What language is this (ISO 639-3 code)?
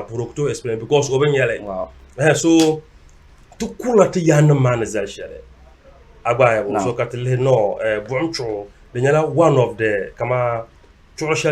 dag